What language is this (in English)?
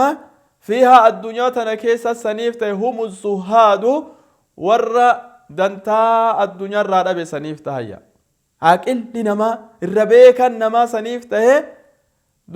Oromo